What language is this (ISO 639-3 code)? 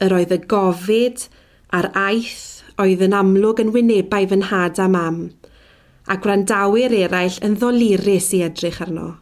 cym